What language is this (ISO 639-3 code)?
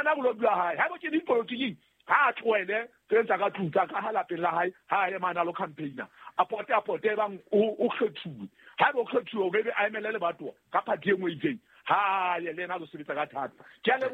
sot